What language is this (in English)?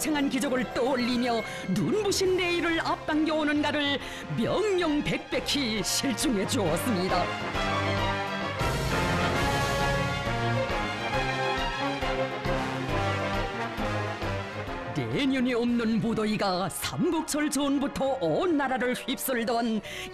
Korean